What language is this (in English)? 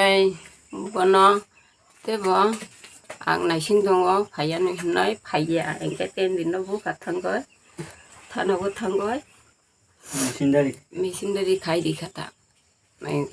Kok Borok